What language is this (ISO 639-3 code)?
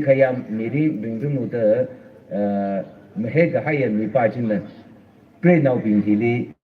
nmf